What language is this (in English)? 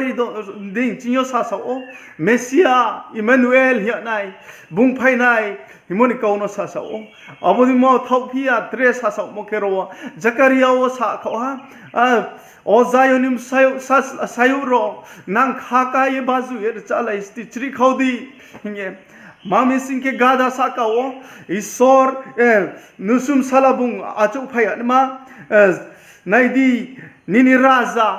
Riang (India)